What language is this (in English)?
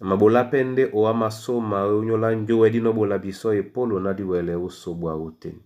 Duala